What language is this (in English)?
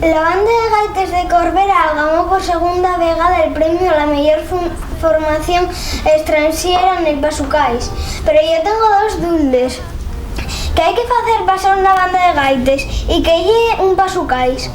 Asturian